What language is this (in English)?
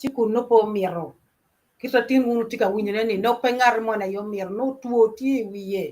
Acoli